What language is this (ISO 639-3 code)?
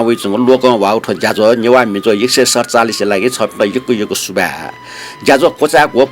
new